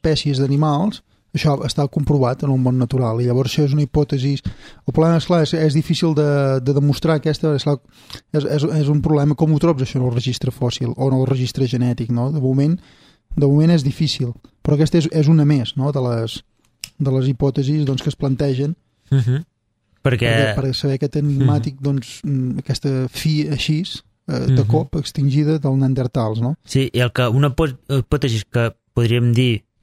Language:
Catalan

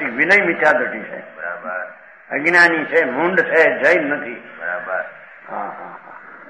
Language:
Gujarati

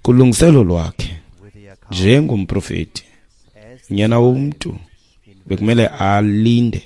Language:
Xhosa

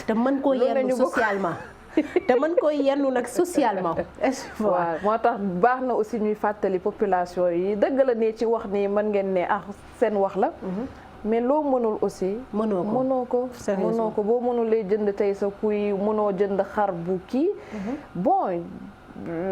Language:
Wolof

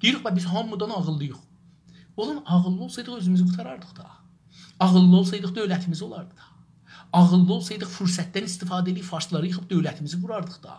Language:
South Azerbaijani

